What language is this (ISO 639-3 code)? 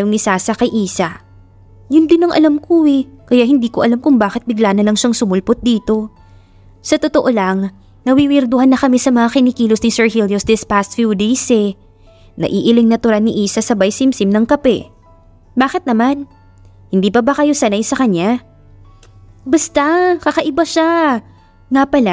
fil